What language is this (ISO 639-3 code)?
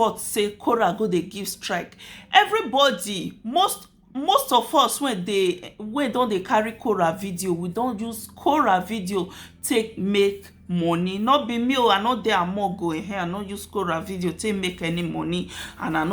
pcm